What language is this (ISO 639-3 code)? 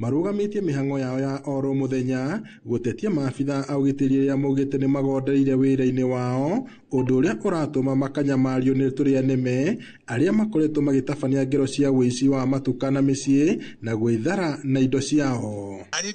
kik